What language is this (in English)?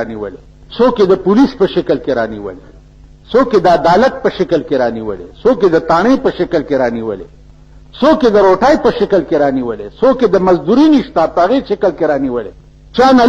Pashto